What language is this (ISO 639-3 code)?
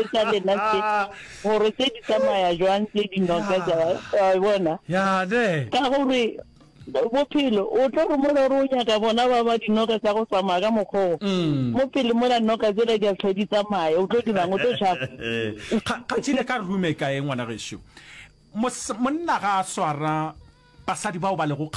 nso